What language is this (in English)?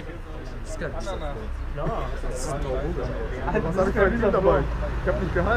German